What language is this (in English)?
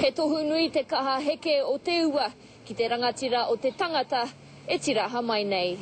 Māori